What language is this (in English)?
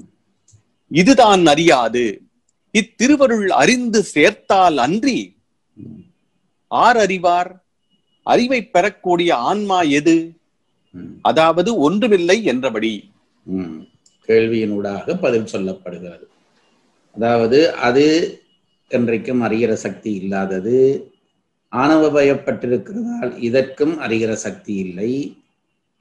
Tamil